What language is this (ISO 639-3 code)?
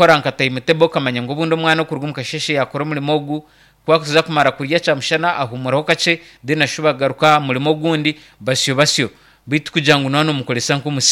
nyn